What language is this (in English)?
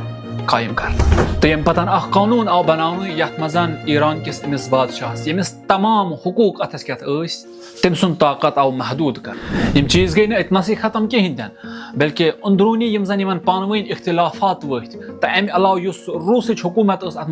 Kashmiri